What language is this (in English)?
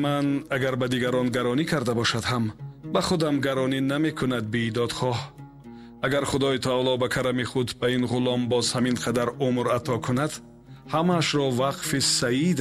Tajik